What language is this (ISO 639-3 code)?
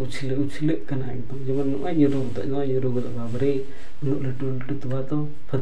sat